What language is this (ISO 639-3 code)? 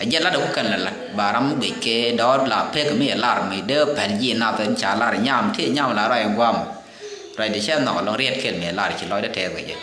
nus